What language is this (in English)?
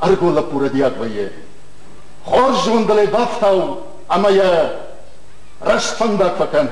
Ossetic